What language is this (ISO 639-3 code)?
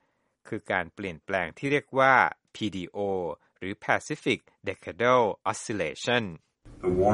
tha